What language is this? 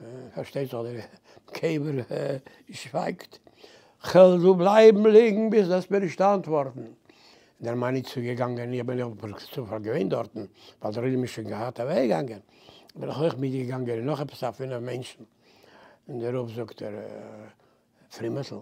Yiddish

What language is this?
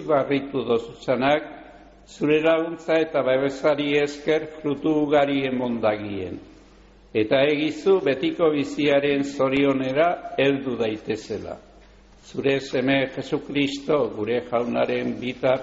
Basque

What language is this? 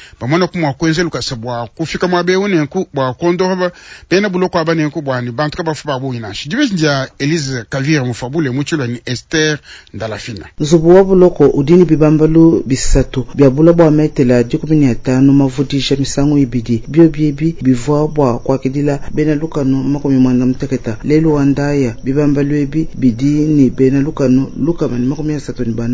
Luba-Lulua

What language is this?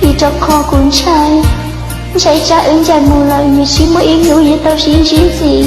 Hmong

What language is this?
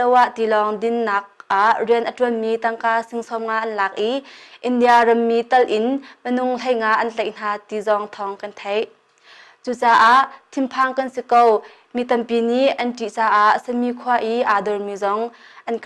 Hakha Chin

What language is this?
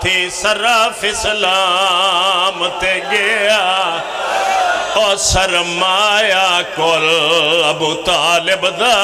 Pahari-Potwari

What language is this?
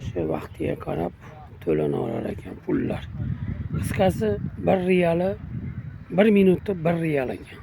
Uzbek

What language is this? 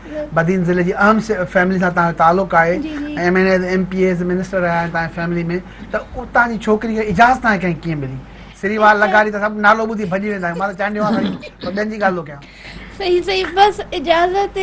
Sindhi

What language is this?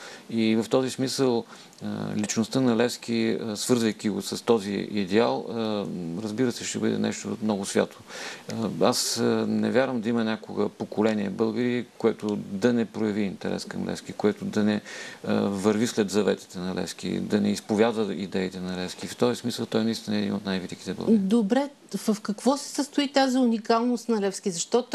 Bulgarian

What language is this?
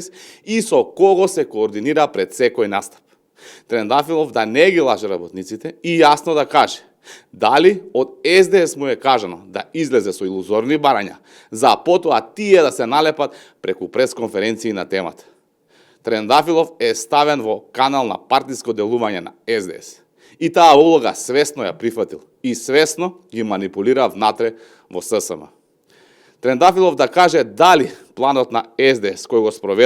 Macedonian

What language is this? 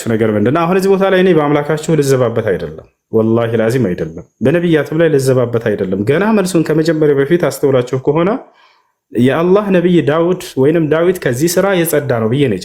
Amharic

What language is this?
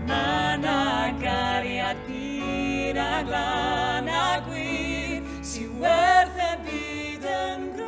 Welsh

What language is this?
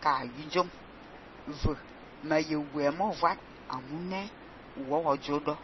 Fang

